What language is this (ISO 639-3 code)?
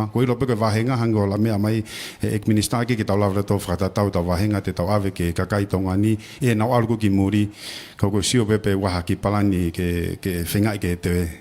ton